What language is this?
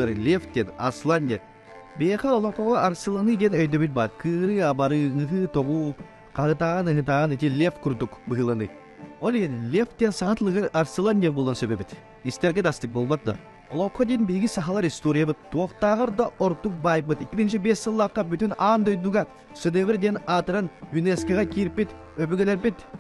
Yakut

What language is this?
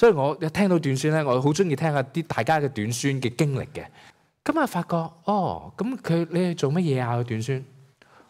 Cantonese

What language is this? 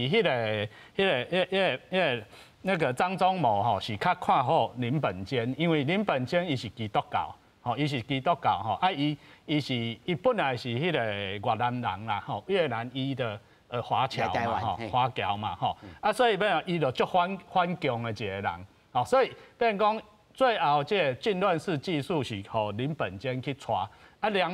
Min Nan Chinese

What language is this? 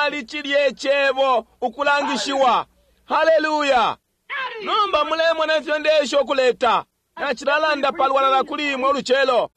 Bemba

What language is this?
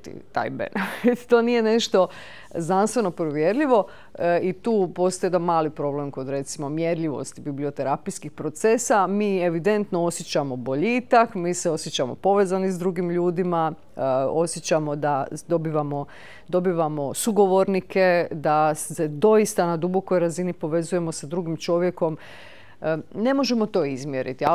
Croatian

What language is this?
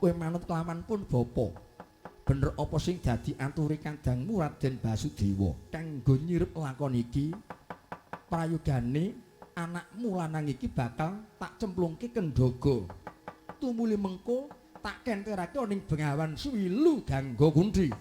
Javanese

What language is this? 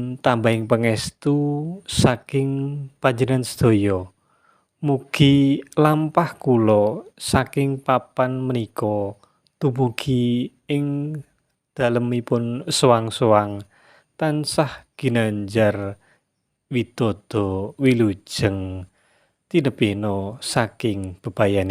Javanese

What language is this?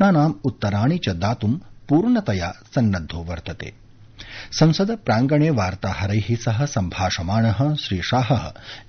Sanskrit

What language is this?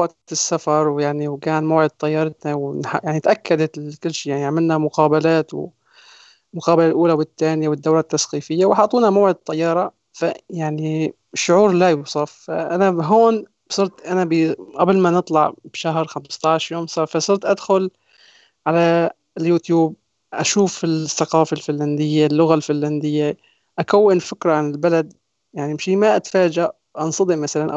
North Levantine Arabic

